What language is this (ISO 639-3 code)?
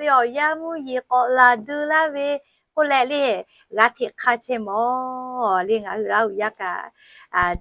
lhu